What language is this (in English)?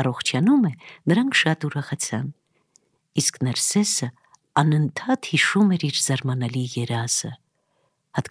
Armenian